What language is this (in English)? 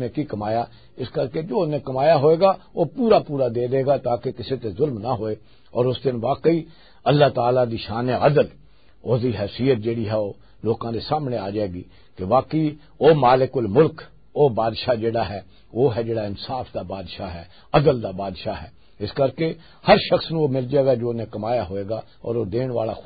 Western Panjabi